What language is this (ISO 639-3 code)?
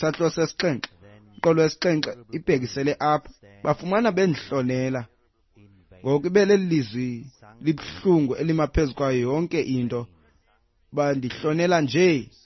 xho